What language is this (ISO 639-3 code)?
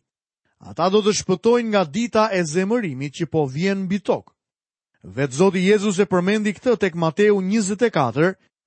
sqi